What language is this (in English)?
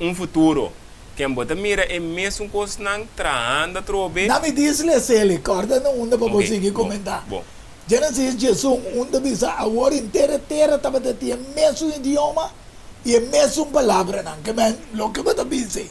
Papiamento